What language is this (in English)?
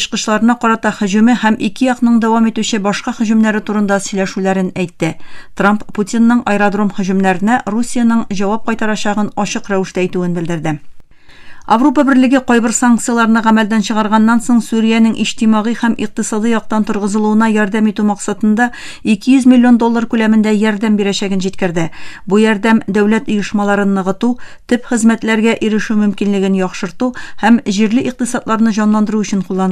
Tatar